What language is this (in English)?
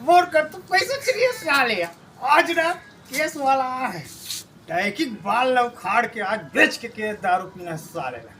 Chhattisgarhi